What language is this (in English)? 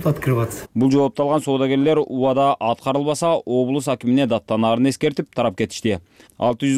Kyrgyz